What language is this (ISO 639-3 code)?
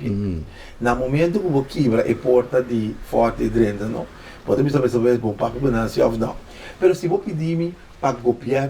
pap